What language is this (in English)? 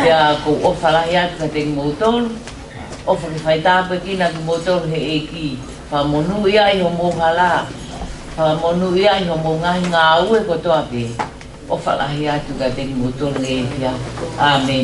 Tongan